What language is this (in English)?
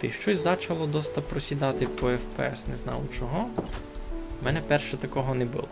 Rusyn